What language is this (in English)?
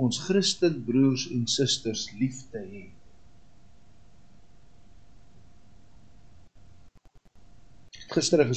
Afrikaans